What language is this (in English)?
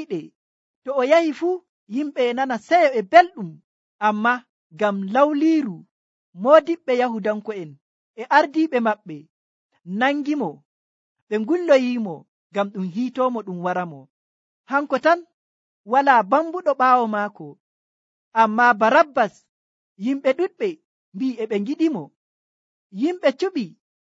Nigerian Fulfulde